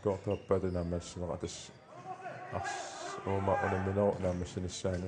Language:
Kalaallisut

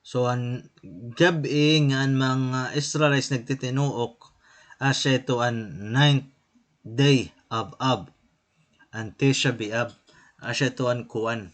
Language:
Waray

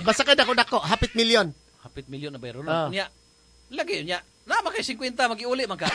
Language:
Cebuano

